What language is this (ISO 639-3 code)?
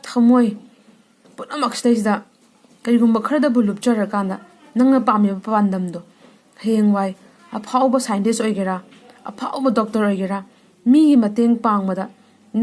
mni